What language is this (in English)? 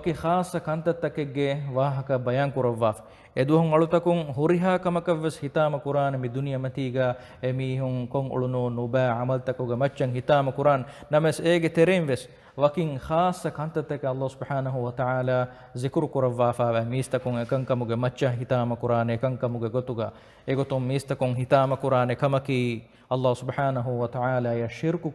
Divehi